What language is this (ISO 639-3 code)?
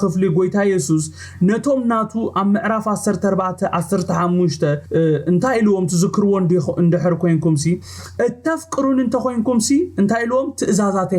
tir